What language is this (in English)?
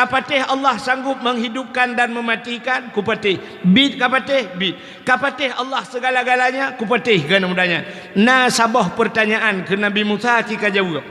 Achinese